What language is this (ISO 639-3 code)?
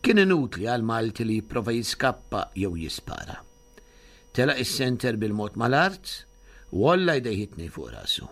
mlt